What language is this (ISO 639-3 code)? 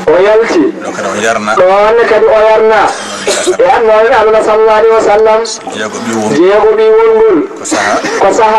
ful